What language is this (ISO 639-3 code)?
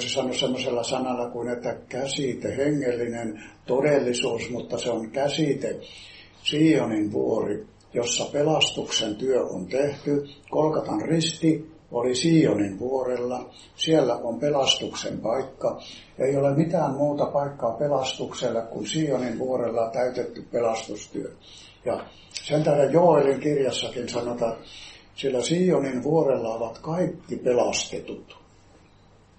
fin